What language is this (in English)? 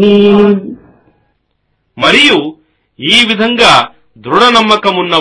Telugu